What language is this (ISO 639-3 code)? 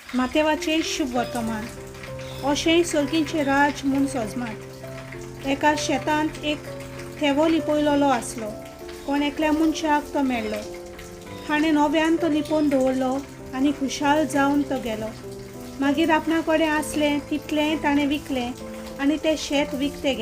kok